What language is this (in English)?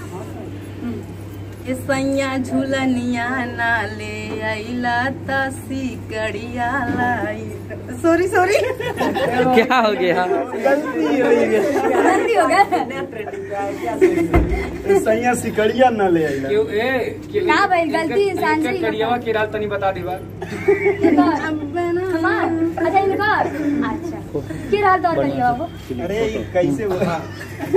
Bhojpuri